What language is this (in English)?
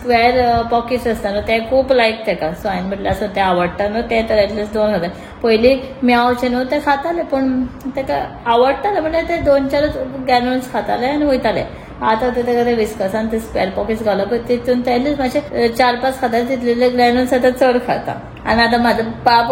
Konkani